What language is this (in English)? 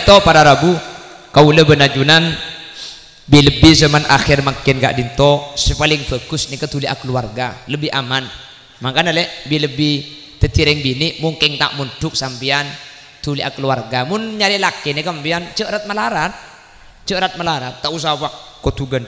Madurese